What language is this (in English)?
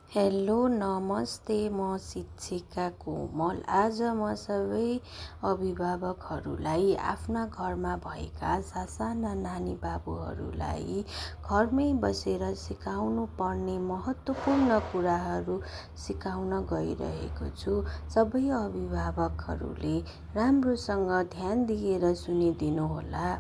Nepali